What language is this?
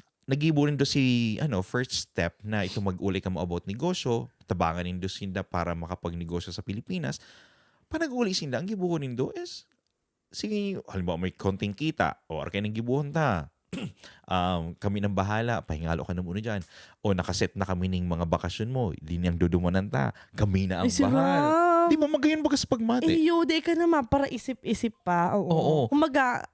Bikol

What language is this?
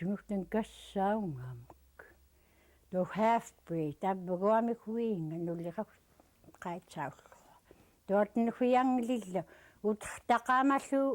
Central Yupik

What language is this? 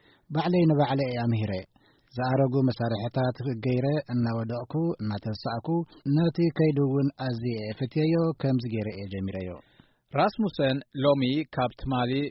Tigrinya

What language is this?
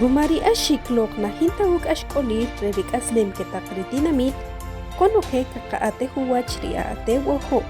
Achi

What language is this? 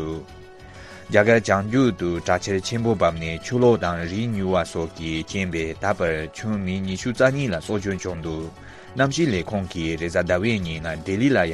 Tibetan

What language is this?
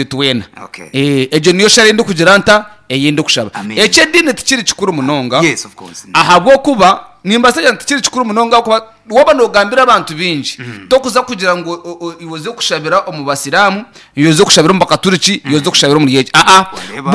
Nyankole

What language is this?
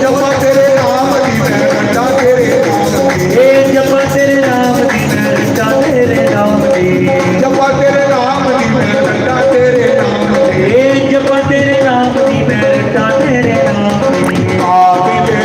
Dogri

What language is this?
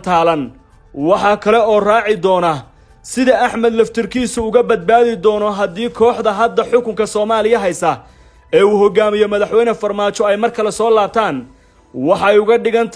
Somali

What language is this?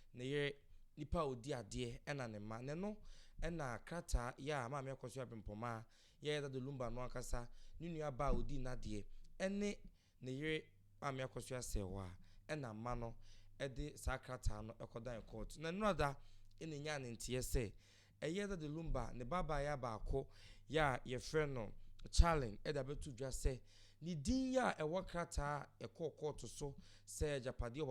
Akan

